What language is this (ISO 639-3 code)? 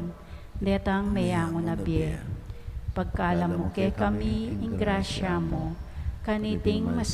pam